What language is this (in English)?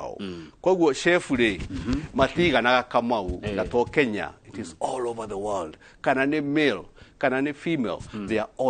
Kikuyu